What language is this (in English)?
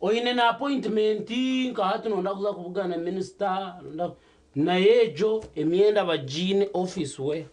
Nyankole